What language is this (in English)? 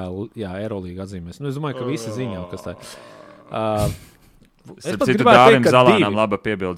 Latvian